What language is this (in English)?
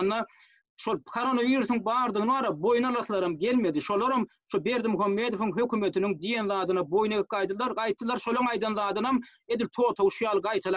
Turkmen